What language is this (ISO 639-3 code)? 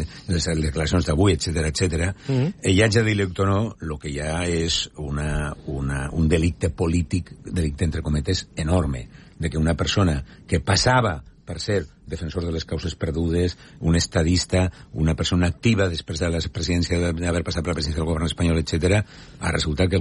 cat